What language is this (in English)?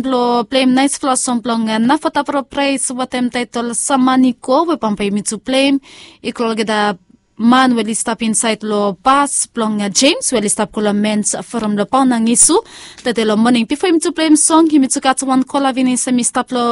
Bislama